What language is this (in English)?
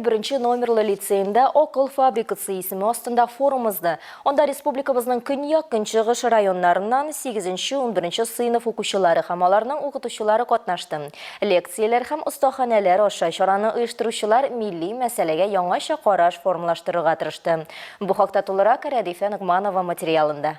Tatar